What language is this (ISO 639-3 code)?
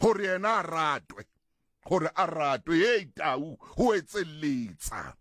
sot